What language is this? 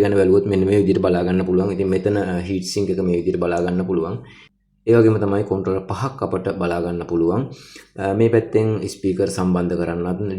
Sinhala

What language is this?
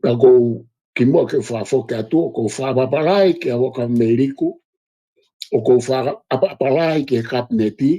Tongan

